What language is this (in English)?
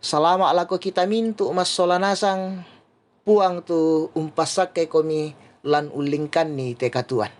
Toraja-Sa'dan